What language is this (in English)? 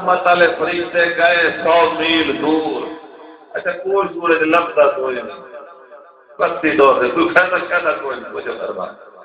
Saraiki